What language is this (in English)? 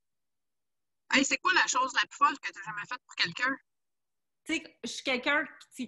French